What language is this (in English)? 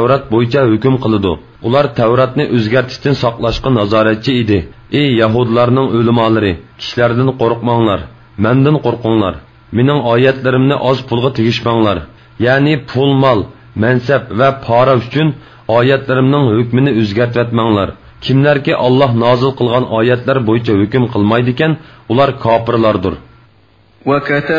Uyghur